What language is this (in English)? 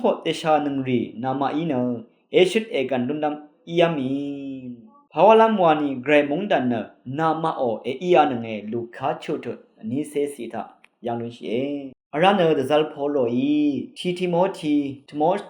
Rawang